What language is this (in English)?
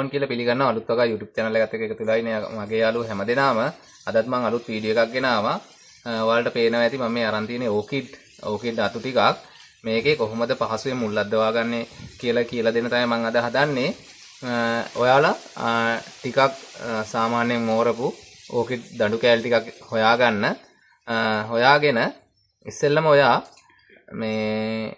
Sinhala